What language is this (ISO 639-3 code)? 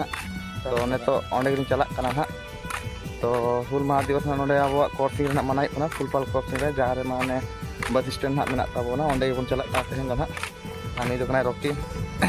sat